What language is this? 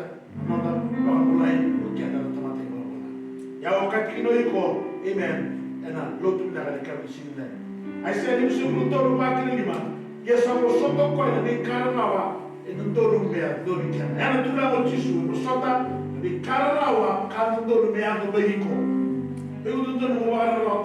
Fijian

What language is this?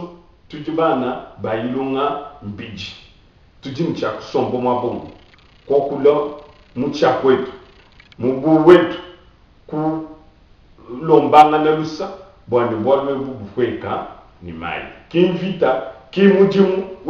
Luba-Lulua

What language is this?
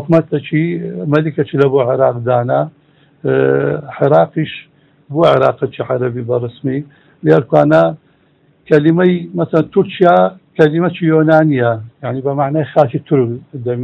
Central Kurdish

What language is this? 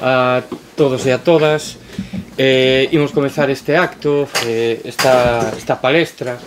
Galician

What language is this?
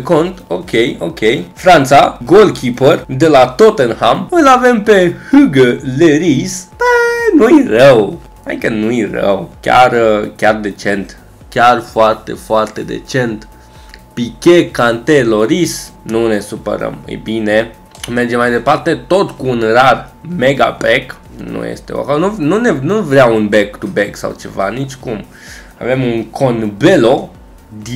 Romanian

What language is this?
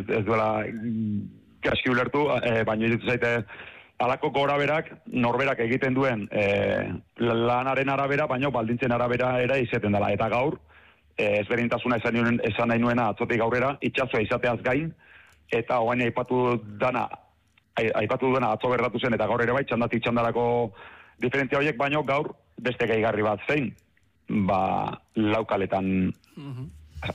Basque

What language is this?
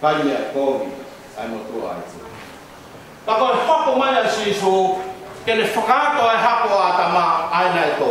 Tongan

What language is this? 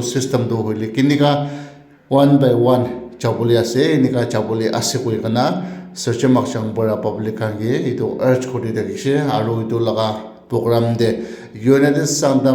Naga Pidgin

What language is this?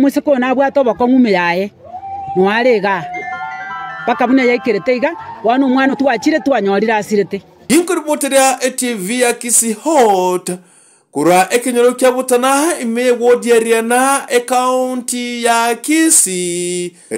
Gusii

